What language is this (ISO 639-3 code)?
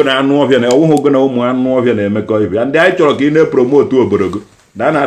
ibo